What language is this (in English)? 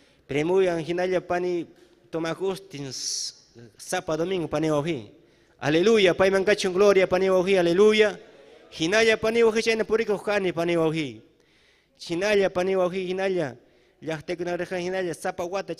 Ayacucho Quechua